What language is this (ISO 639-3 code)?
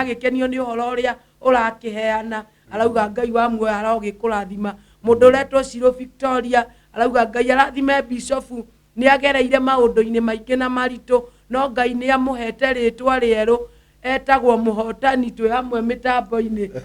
kik